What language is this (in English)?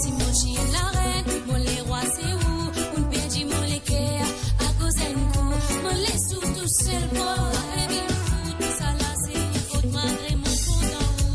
Morisyen